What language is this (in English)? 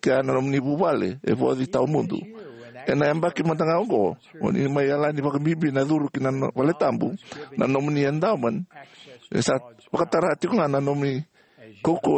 Fijian